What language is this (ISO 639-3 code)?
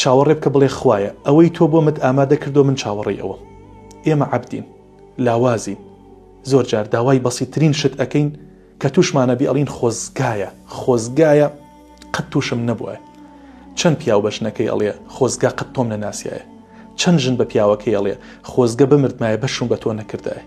ckb